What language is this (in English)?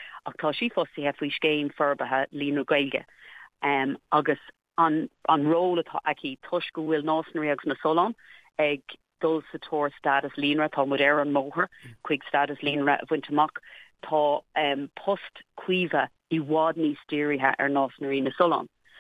Irish